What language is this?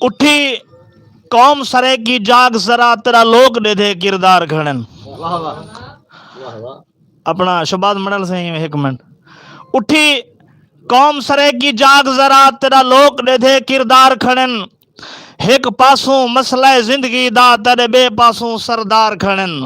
Saraiki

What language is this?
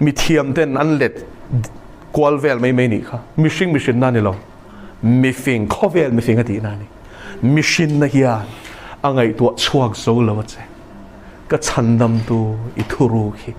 Mizo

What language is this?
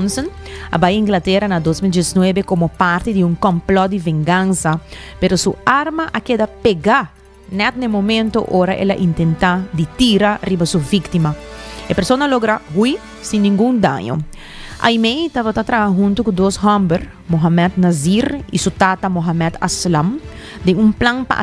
Papiamento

